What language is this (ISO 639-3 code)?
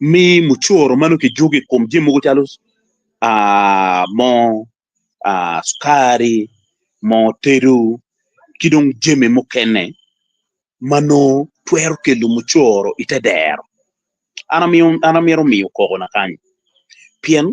ach